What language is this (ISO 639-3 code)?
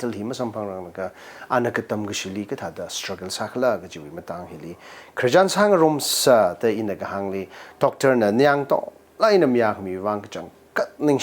nmf